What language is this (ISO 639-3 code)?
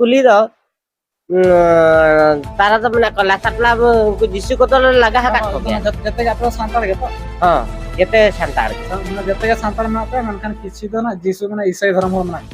sat